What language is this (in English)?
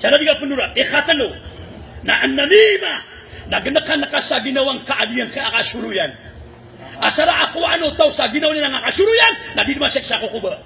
Maranao